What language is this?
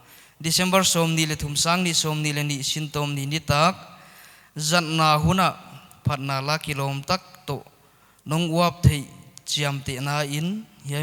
Paite Chin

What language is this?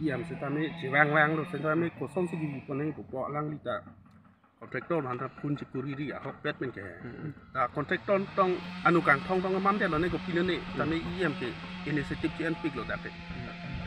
Karbi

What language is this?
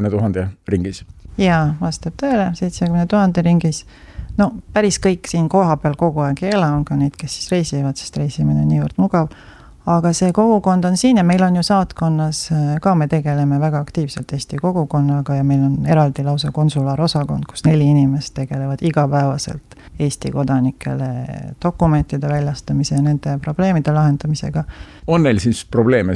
Estonian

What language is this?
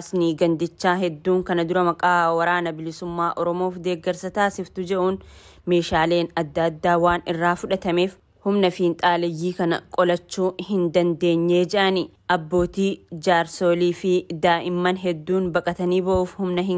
Oromo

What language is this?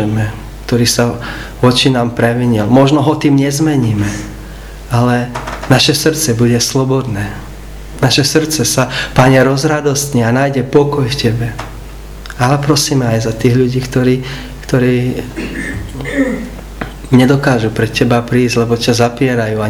Slovak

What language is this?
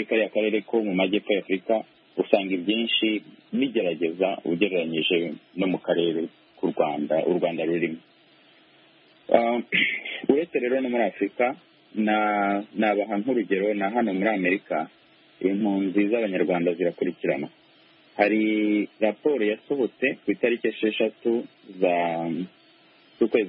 Kinyarwanda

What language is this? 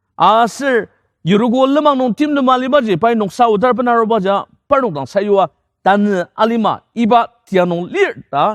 Ao Naga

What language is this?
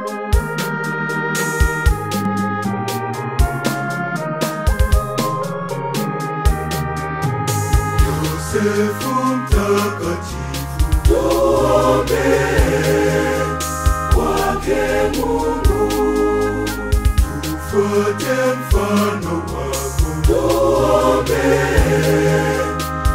Swahili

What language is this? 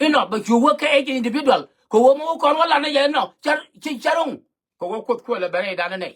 Nuer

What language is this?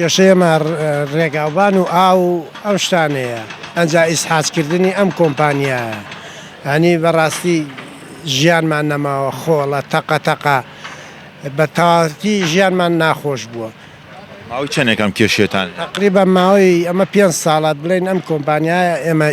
Central Kurdish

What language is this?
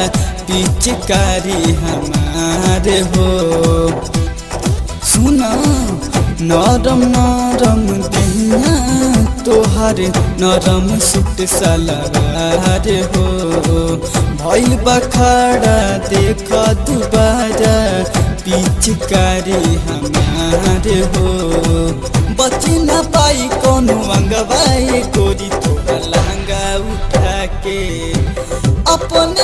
Bhojpuri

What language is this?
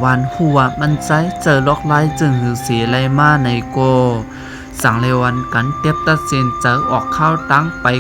Shan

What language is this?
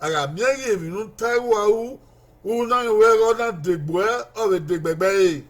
Bini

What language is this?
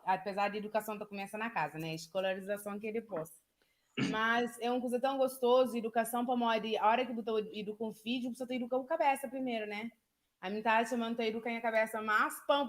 Kabuverdianu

